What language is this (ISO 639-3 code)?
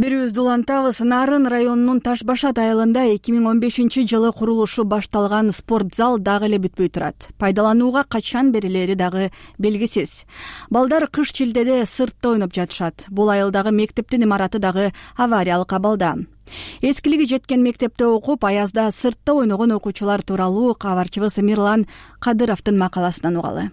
kir